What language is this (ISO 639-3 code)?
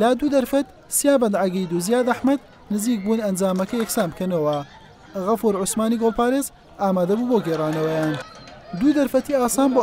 ckb